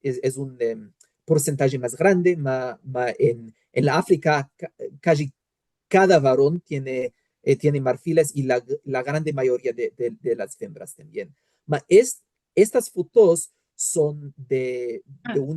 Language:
Ladino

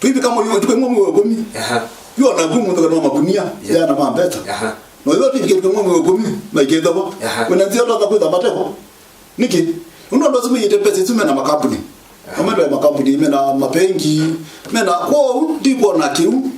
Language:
Kamba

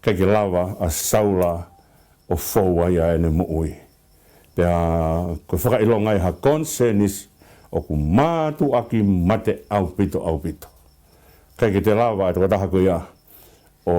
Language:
Tongan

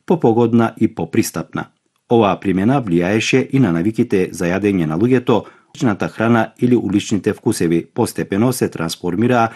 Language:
Macedonian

